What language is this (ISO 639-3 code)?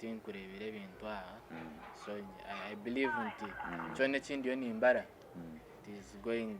nyn